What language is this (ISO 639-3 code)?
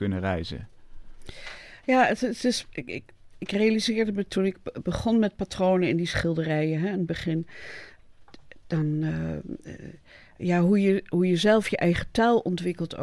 nld